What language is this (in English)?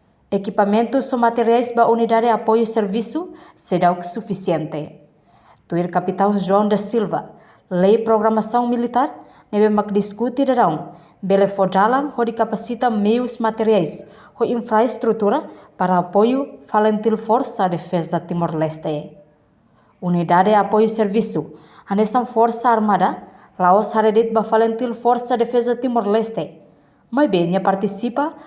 Tetum